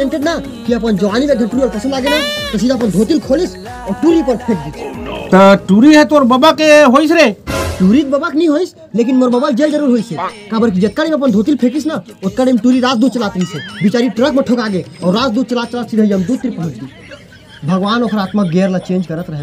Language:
Chhattisgarhi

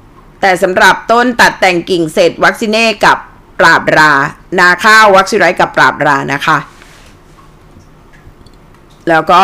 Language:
Thai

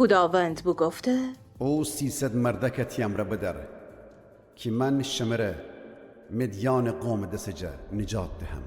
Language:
Gilaki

